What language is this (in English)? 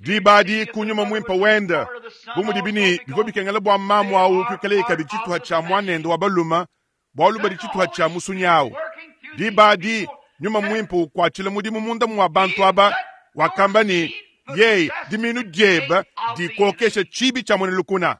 Luba-Lulua